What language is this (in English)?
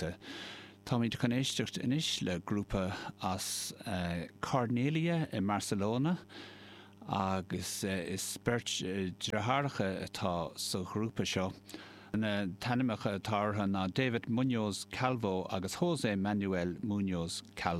Irish